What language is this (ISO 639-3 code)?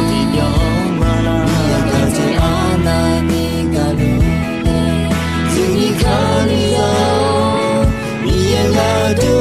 ahk